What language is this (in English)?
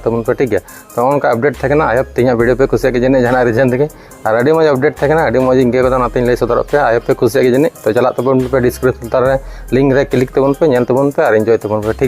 Santali